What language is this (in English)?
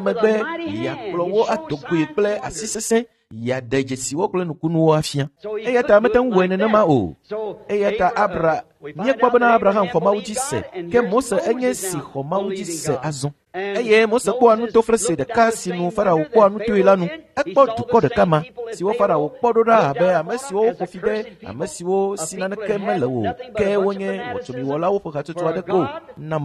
Ewe